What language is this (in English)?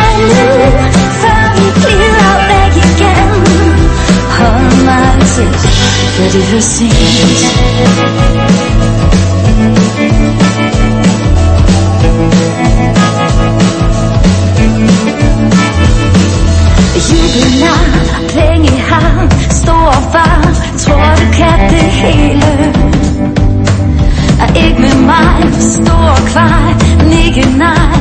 Danish